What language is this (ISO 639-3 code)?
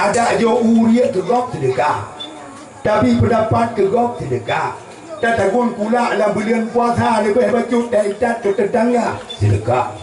ace